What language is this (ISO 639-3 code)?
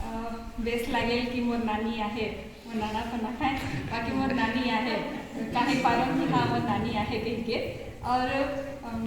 sck